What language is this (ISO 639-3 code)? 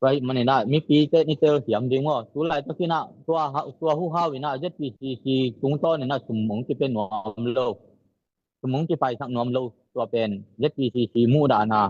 ctd